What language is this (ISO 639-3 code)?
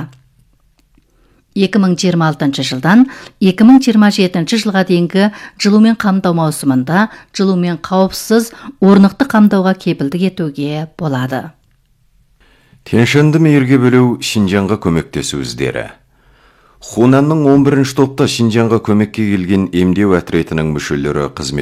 kaz